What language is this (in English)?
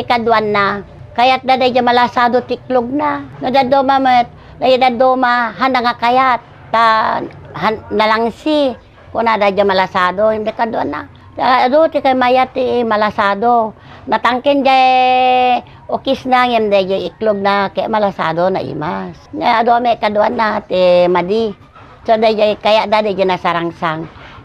Iloko